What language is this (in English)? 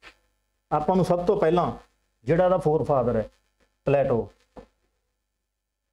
Punjabi